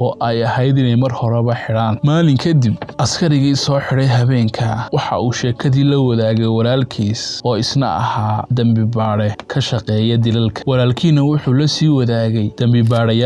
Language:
Somali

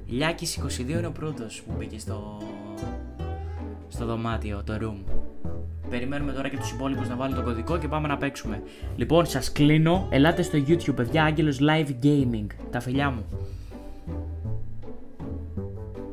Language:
Greek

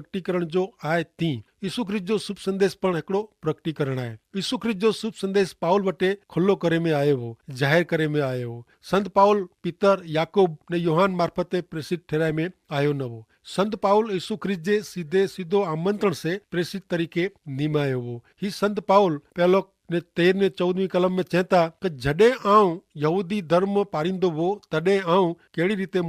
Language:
Kachhi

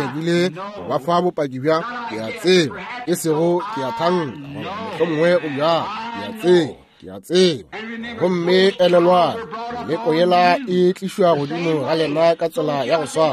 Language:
Northern Sotho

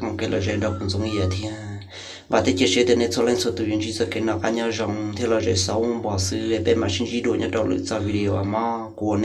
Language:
Hmong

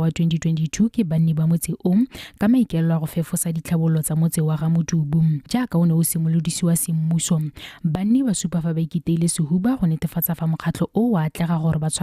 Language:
Tswana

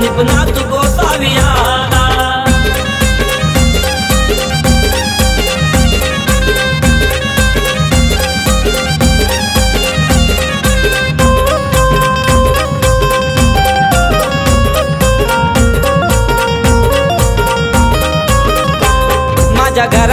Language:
Marathi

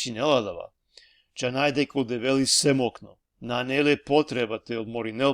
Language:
Balkan Romani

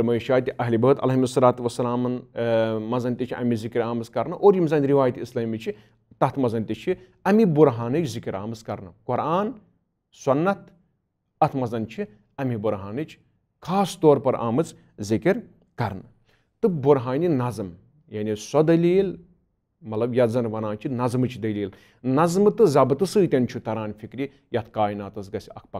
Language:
Kashmiri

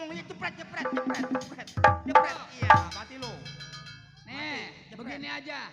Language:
Betawi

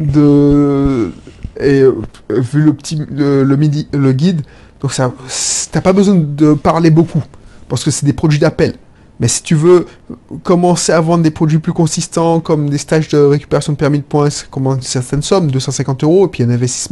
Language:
French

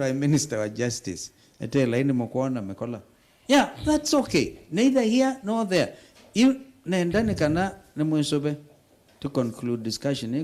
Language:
Kamba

